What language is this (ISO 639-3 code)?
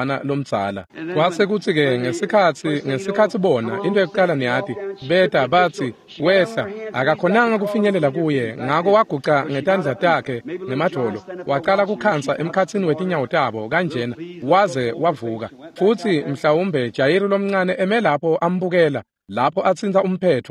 ssw